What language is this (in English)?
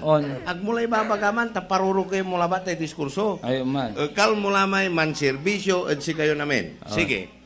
Pangasinan